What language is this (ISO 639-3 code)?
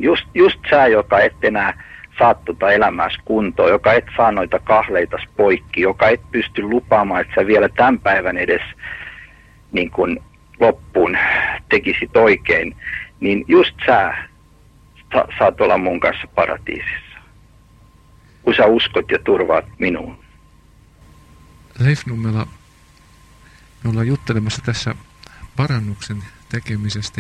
fin